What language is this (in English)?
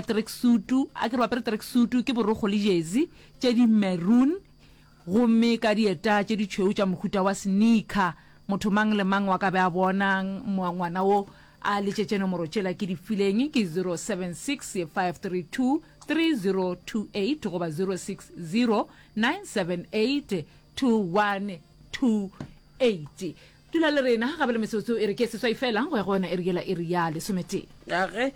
Northern Sotho